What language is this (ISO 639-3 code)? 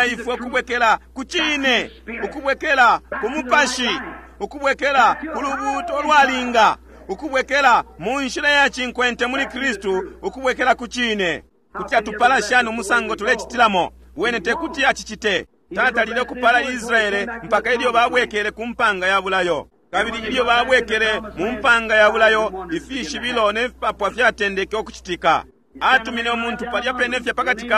bem